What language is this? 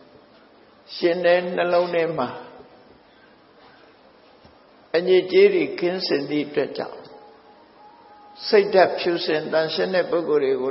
Burmese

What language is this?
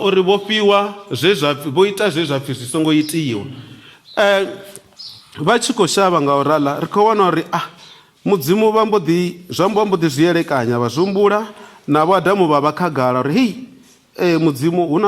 Venda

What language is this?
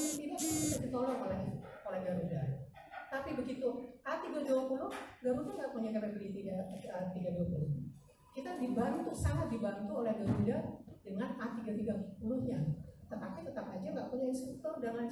Indonesian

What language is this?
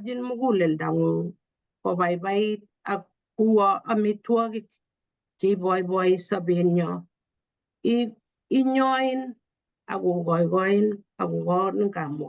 Kalenjin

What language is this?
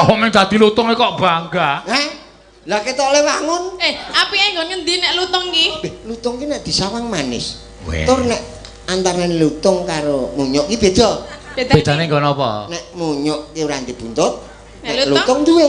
Javanese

